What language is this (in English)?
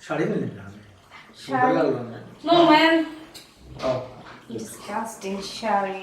Sylheti